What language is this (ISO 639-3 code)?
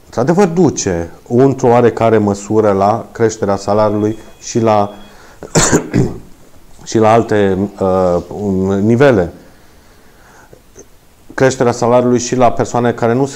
ron